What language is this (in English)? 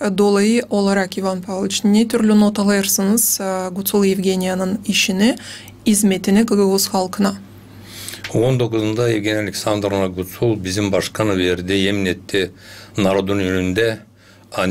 Gagauz